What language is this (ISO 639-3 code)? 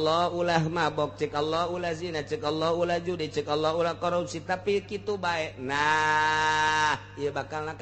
sun